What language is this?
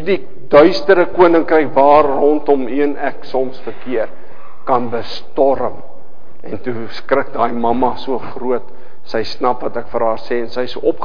Afrikaans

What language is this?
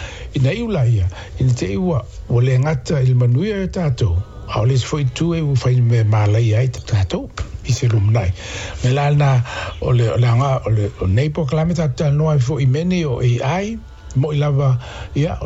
Samoan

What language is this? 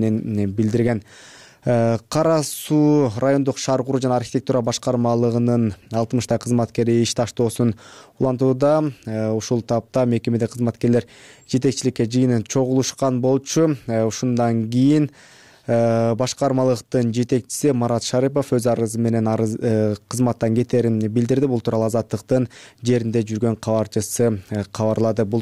Kyrgyz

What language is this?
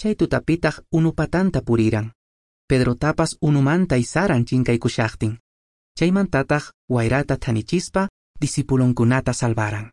Quechua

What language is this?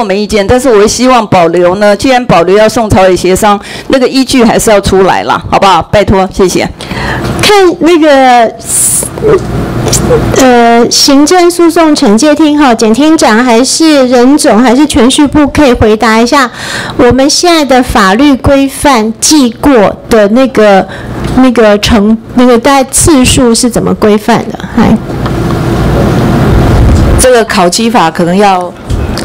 Chinese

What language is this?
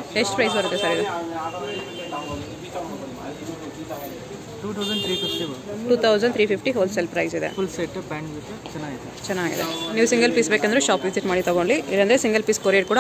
Kannada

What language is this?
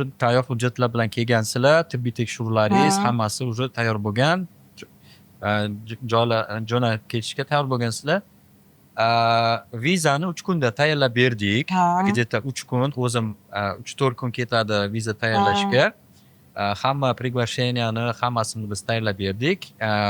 Uzbek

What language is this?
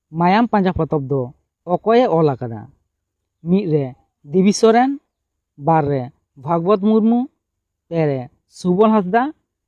Santali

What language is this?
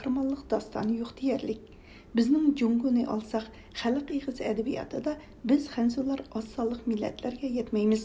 Uyghur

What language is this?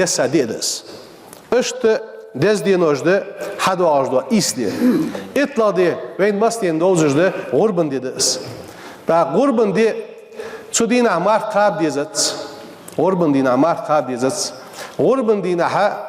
Ingush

